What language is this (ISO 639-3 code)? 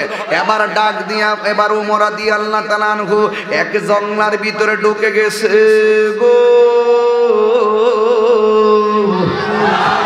ben